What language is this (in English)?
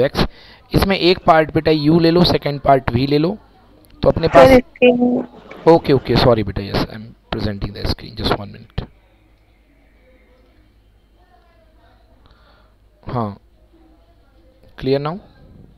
Hindi